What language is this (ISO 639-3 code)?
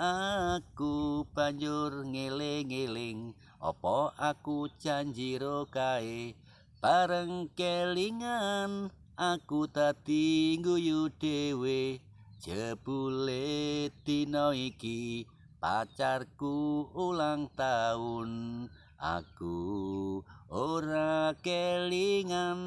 jav